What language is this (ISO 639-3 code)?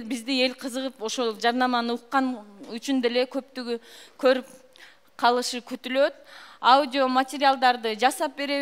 kir